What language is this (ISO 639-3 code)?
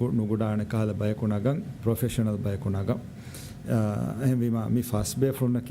div